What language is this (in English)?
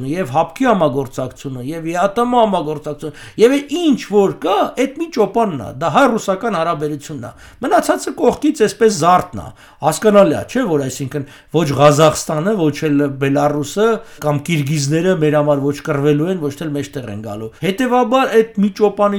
Armenian